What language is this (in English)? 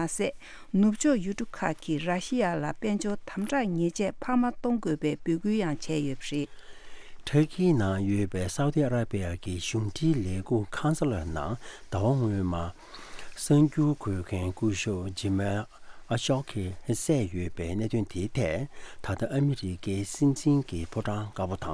Tibetan